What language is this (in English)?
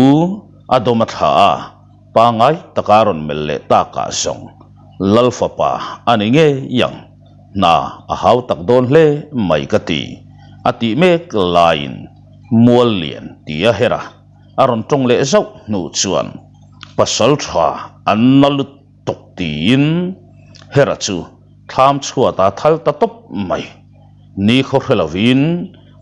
Mizo